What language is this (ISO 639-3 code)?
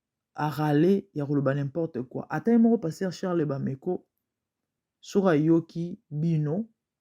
lin